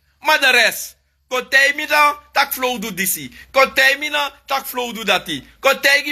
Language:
Sranan Tongo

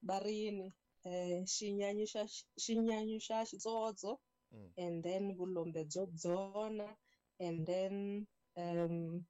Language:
Tsonga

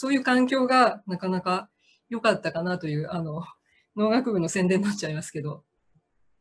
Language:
Japanese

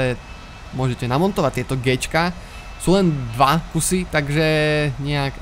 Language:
Slovak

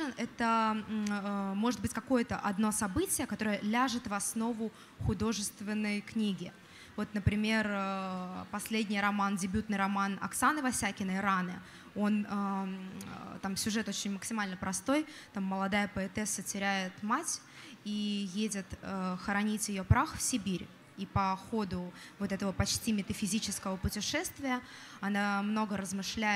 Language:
Russian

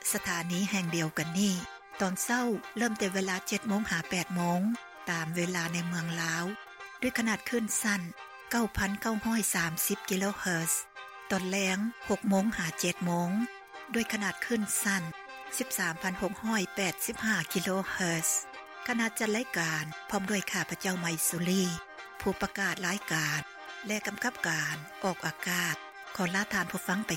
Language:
Lao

